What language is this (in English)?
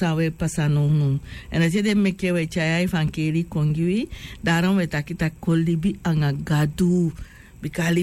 Sranan Tongo